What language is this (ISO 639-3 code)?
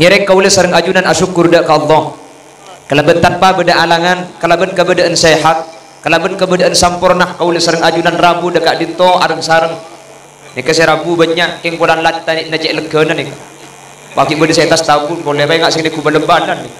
mad